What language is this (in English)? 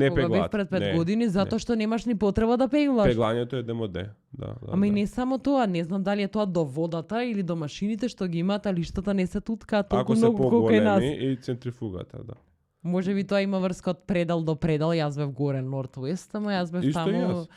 Macedonian